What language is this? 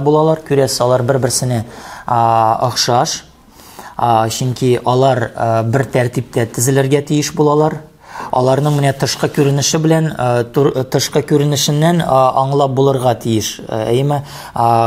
Tatar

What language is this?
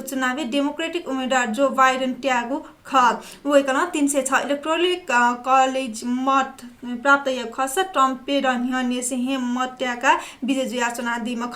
Newari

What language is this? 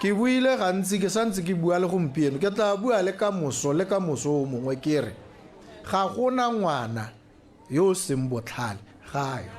Tswana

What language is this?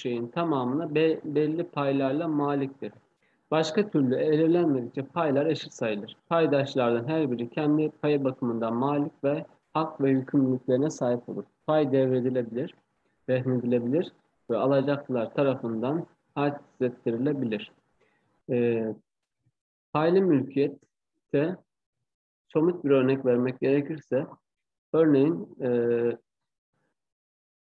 Turkish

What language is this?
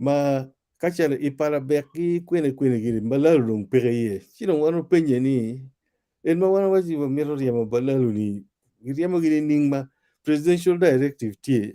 Acoli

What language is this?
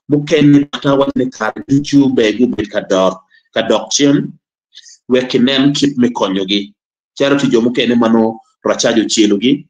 Acoli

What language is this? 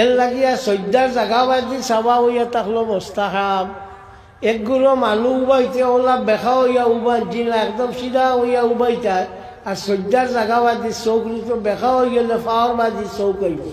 Sylheti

